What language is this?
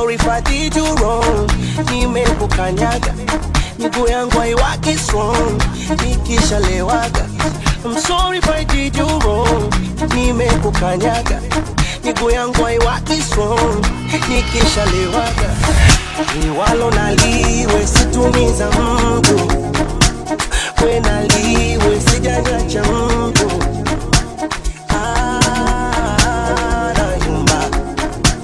Swahili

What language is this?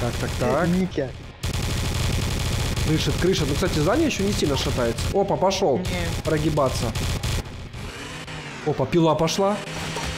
Russian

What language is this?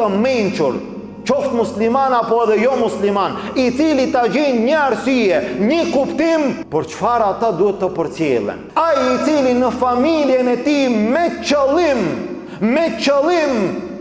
Albanian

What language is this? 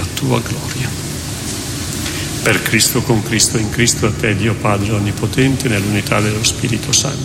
Italian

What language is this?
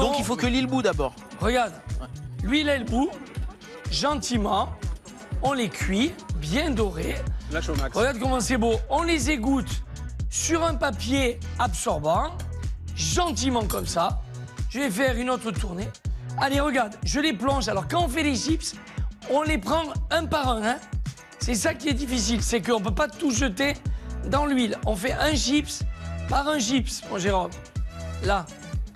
French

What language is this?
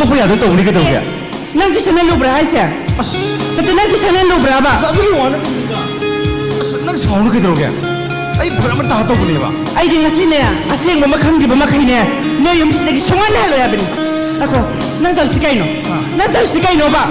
Manipuri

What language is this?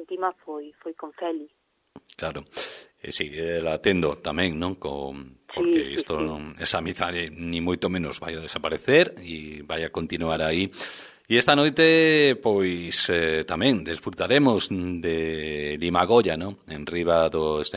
Galician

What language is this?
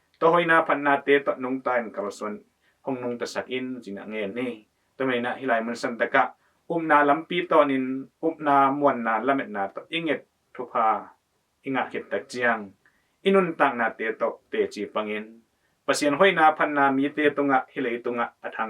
Tedim Chin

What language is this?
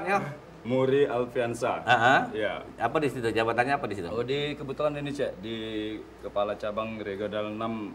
Musi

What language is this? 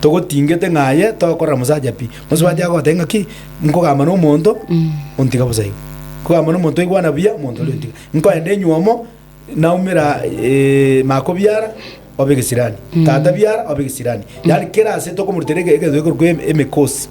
Gusii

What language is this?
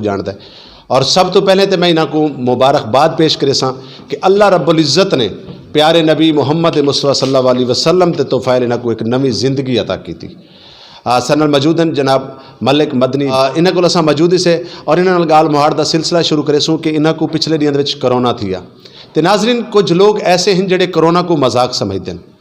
Saraiki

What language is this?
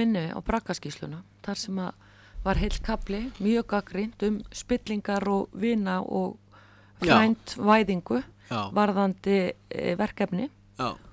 Icelandic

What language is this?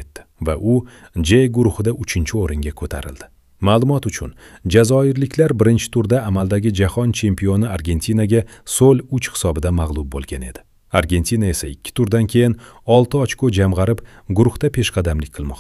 Uzbek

